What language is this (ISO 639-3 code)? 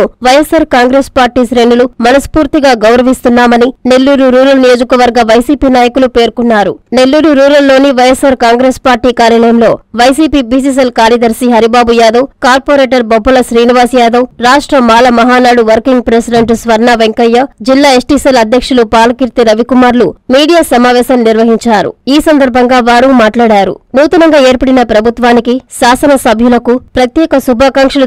tel